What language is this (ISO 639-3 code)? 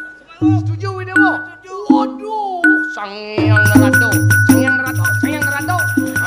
ban